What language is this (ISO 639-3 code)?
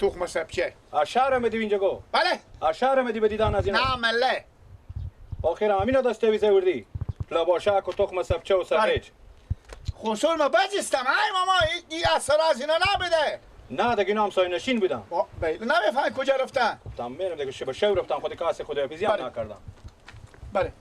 fas